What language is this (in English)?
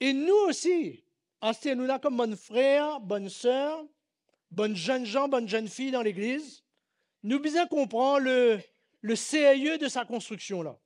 Morisyen